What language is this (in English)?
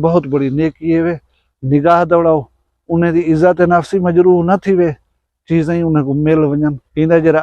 Saraiki